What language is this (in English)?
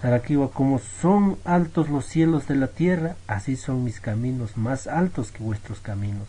Aymara